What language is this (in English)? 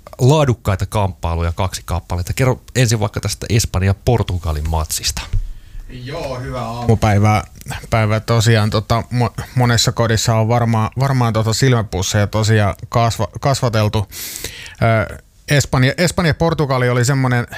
Finnish